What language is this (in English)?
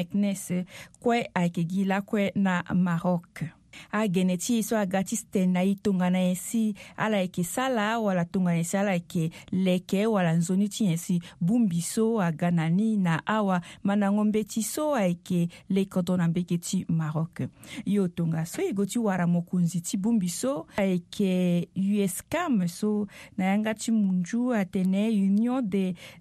Sango